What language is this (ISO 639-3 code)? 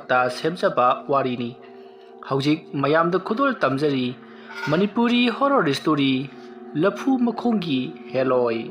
mni